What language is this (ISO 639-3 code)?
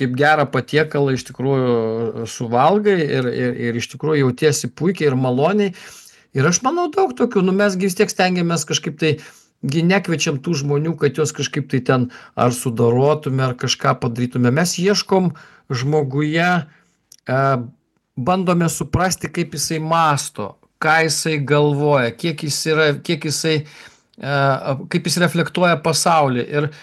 lit